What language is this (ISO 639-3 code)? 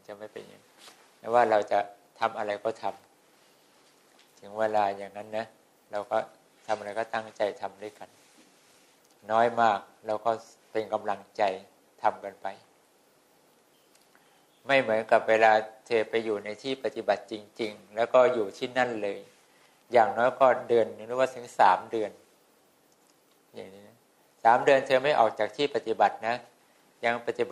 tha